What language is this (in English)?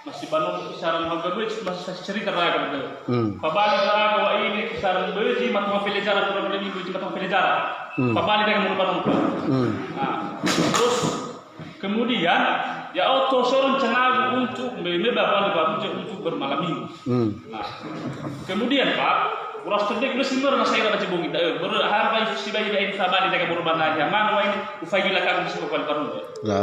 Nias